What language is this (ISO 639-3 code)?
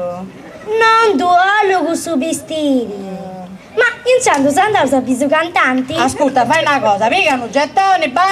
srd